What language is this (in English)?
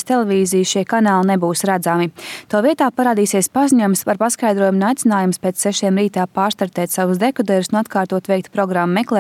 Latvian